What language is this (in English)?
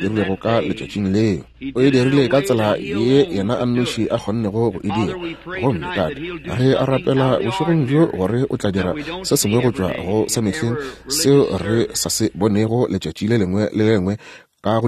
Northern Sotho